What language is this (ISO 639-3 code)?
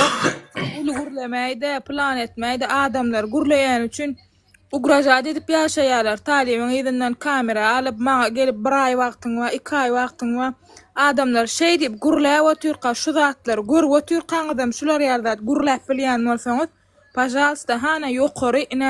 tuk